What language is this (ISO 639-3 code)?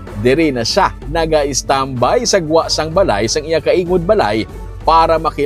hil